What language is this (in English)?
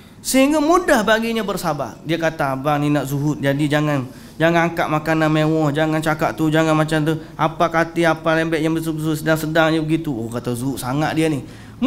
Malay